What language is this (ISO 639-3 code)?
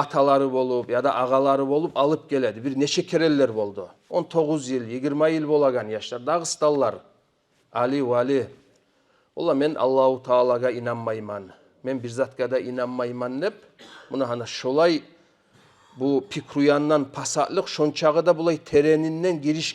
kum